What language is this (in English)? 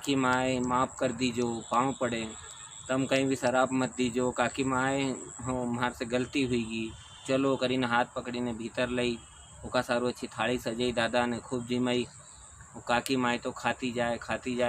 Rajasthani